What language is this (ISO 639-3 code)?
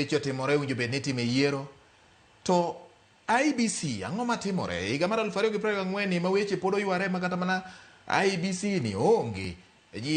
luo